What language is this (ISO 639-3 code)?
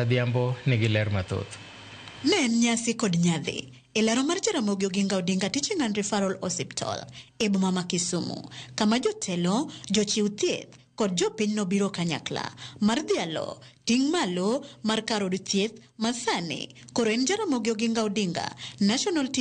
luo